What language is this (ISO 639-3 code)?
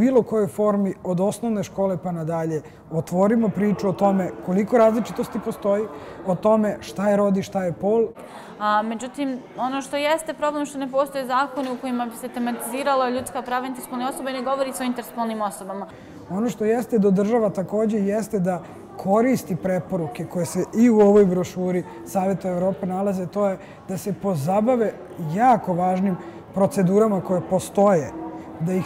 bos